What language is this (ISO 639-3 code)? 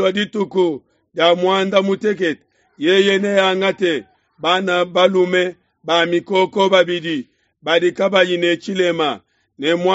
lua